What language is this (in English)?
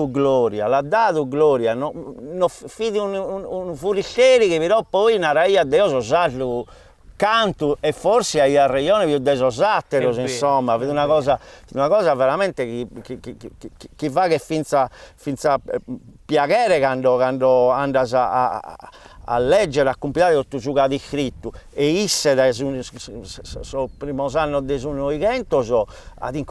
Sardinian